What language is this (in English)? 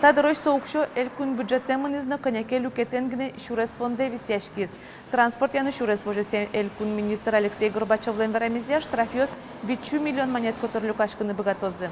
Udmurt